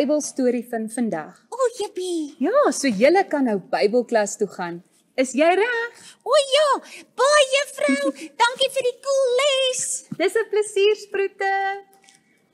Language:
Afrikaans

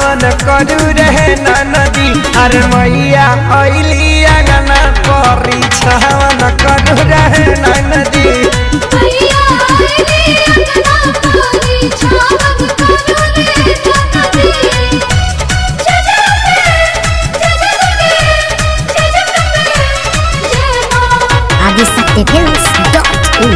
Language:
Bhojpuri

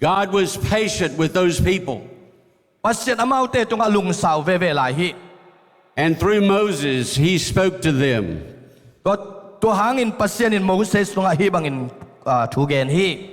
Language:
Tedim Chin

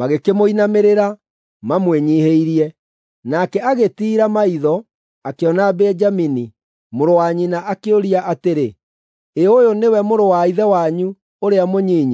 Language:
Kikuyu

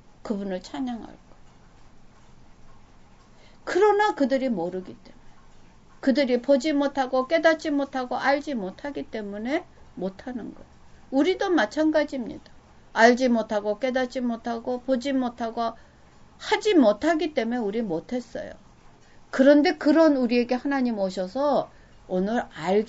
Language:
Korean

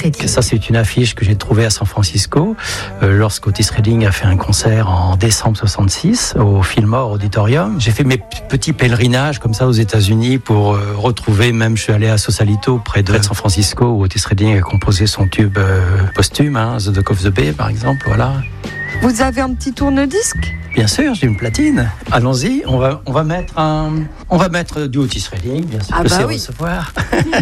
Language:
French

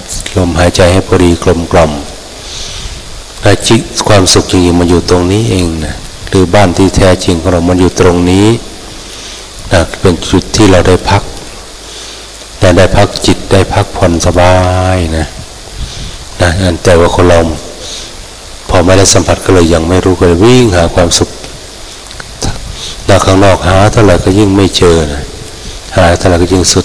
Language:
Thai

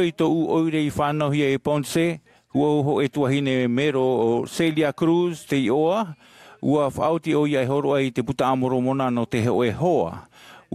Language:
Tahitian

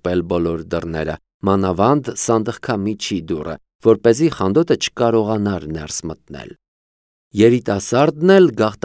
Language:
Armenian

